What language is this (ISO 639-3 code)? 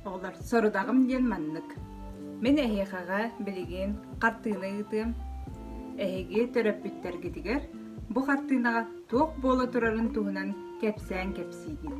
sah